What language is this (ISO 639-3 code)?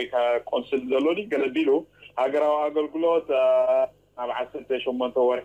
tir